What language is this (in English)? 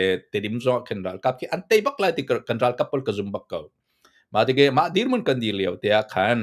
Hakha Chin